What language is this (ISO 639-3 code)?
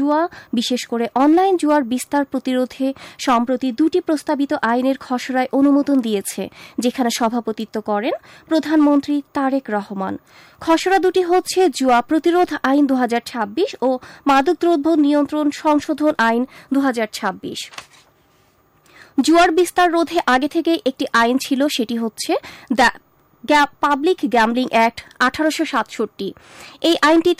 ben